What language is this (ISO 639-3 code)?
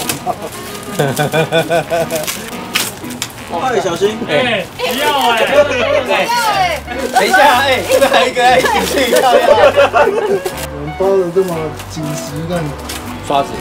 zho